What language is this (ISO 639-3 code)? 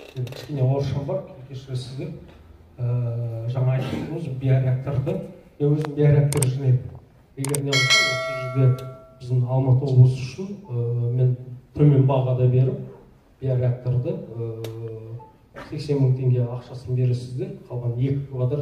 kaz